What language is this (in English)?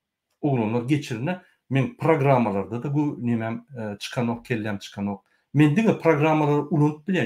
Turkmen